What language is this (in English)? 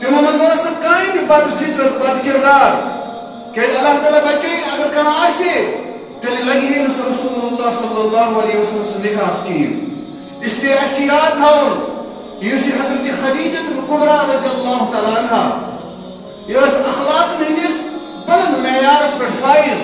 Kashmiri